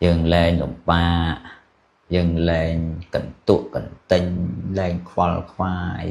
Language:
Khmer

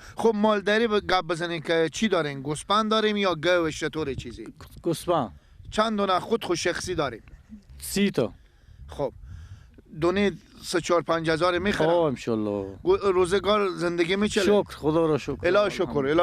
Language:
Persian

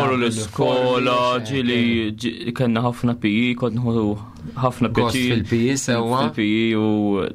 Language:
Maltese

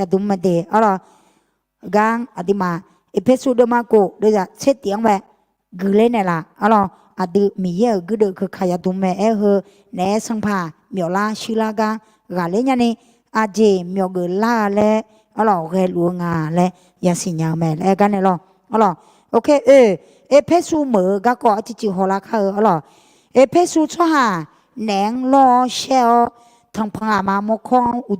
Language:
Akha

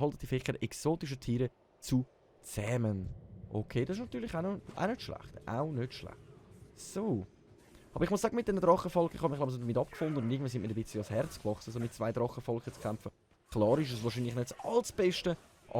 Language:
Swiss German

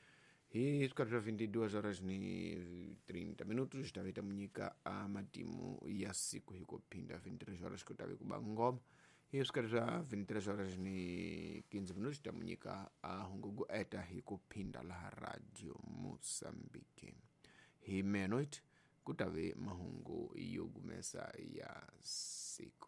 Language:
Tsonga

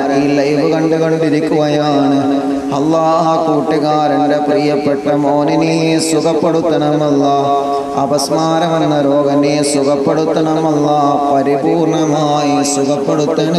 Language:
Malayalam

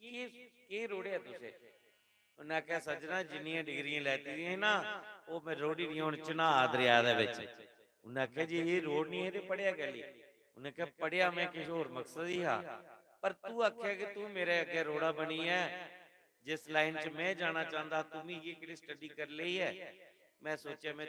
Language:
Dogri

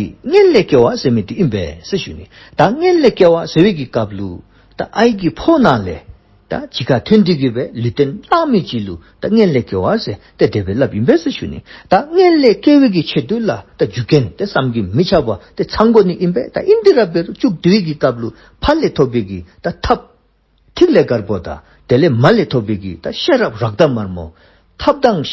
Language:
Dzongkha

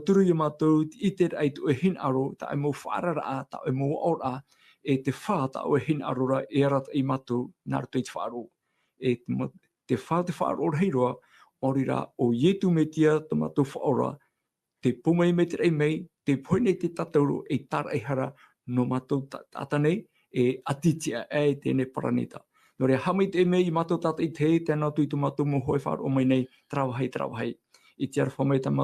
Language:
Tahitian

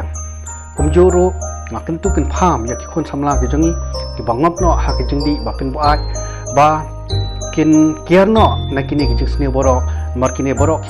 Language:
Khasi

